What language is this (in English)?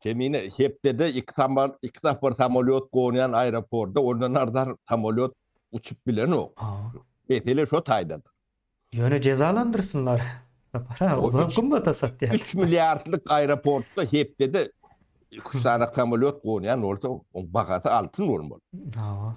Turkmen